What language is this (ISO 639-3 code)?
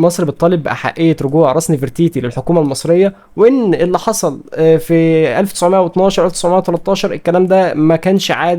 arz